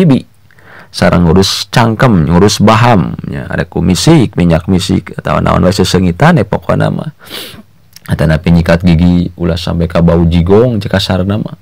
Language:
Sundanese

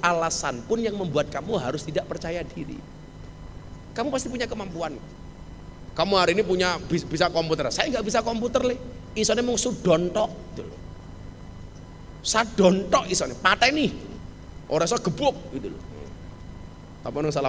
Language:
Indonesian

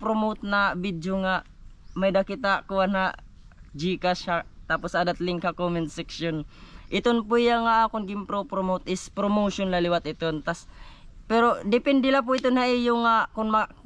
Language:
Waray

